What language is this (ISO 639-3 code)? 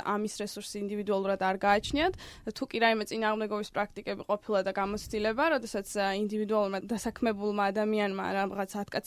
kat